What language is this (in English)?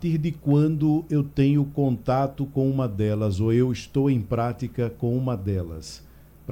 Portuguese